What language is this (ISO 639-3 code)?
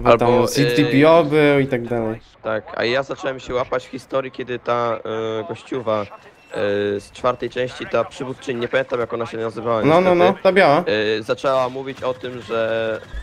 pol